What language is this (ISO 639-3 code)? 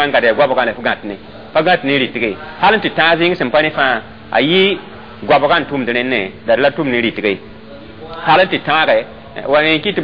mos